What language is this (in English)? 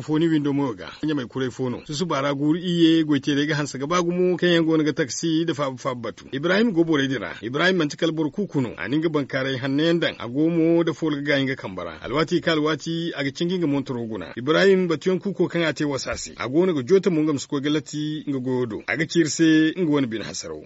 Zarma